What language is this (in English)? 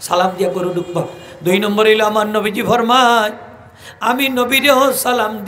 Sylheti